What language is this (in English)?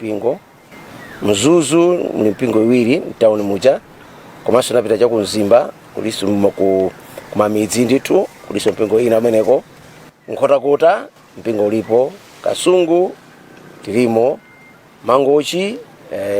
Nyanja